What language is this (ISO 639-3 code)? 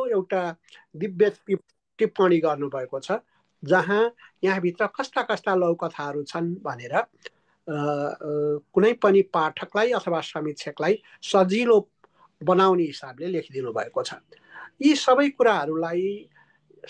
nep